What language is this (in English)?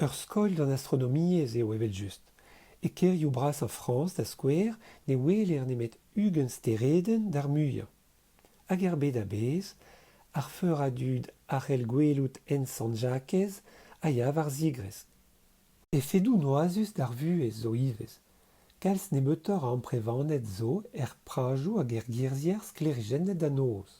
Breton